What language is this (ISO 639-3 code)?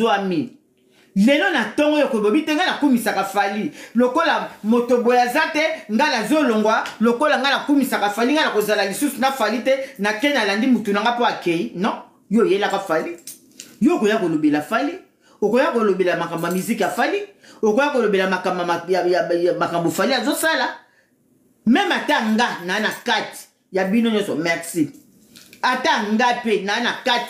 lin